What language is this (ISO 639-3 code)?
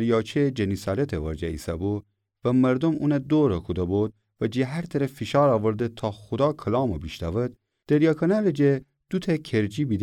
glk